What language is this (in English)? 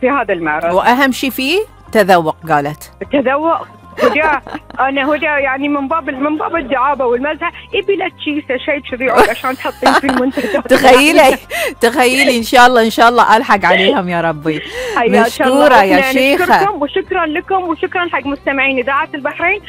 Gulf Arabic